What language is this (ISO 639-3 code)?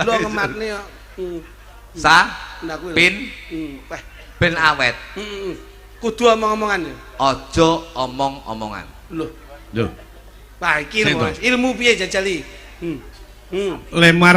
jav